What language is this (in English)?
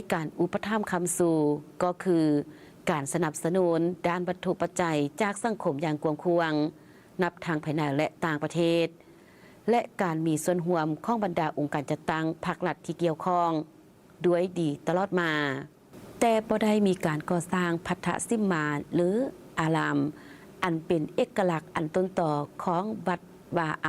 Lao